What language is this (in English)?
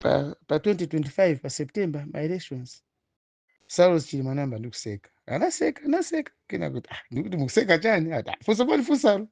Nyanja